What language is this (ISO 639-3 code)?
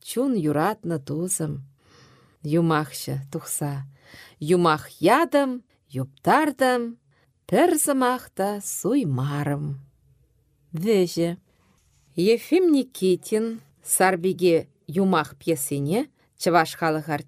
chv